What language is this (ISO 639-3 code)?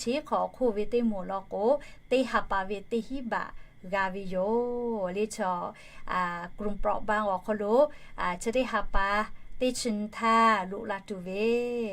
lhu